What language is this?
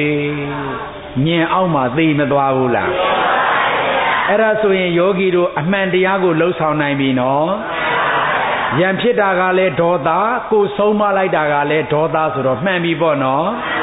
Burmese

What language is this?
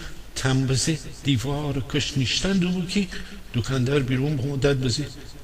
Gilaki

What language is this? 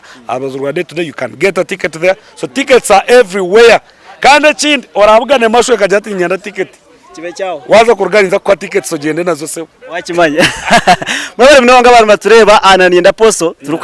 Nyankole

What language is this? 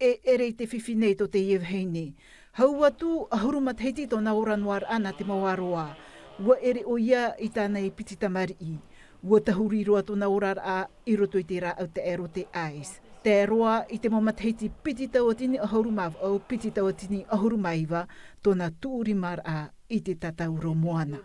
Tahitian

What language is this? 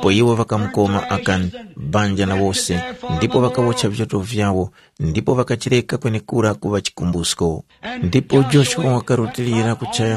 Tumbuka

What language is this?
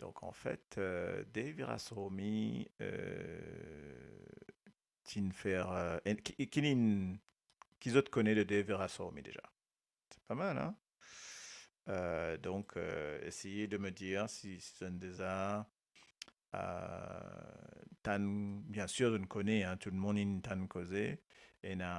Morisyen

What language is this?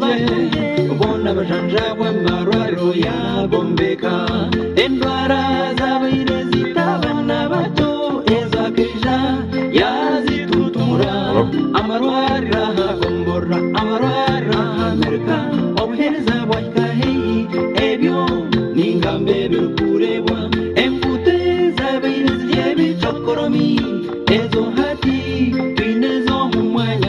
Nyankole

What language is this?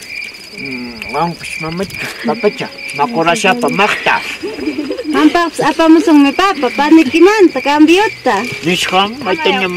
Ayacucho Quechua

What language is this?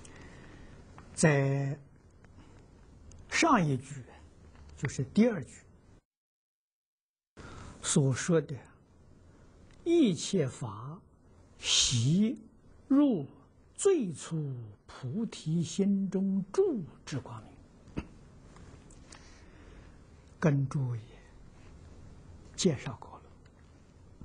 Chinese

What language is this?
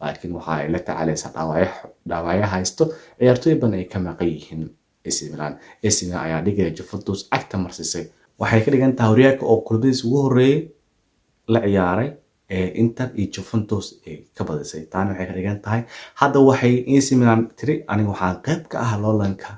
Somali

